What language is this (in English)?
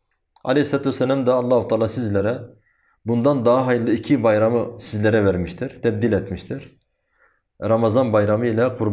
Turkish